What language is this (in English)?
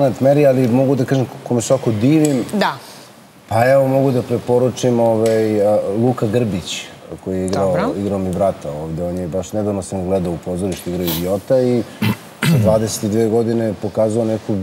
Serbian